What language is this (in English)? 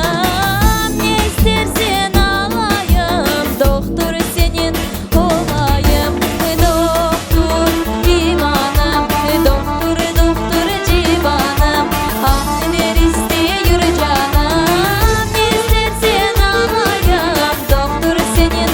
Crimean Tatar